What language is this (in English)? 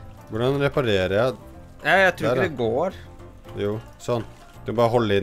Norwegian